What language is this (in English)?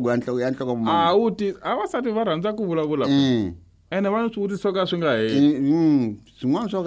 Tsonga